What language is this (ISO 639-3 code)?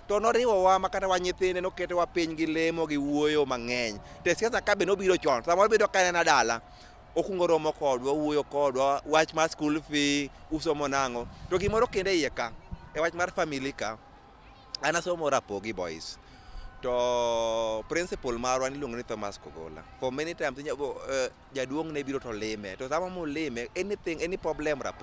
luo